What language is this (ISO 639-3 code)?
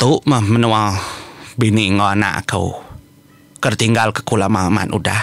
iba